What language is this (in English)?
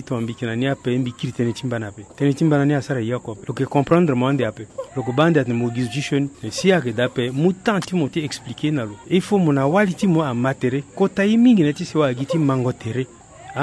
Sango